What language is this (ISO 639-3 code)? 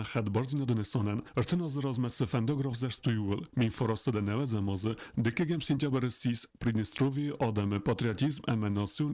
oss